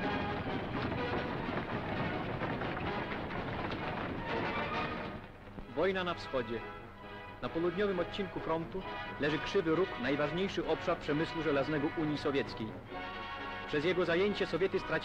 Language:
Polish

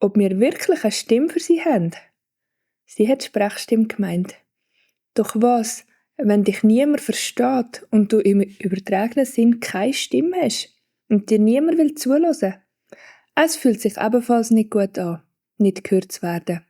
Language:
Swiss German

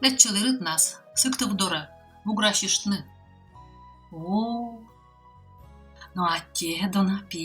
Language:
Komi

